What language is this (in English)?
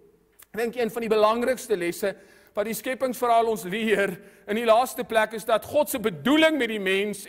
Afrikaans